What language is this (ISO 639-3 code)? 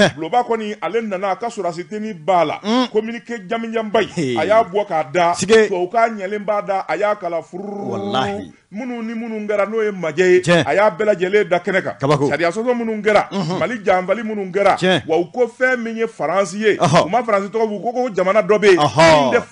bam